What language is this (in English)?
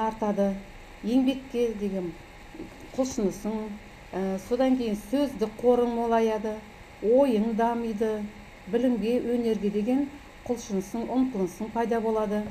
Kazakh